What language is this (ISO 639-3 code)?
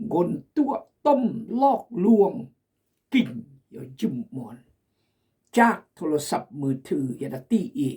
kjg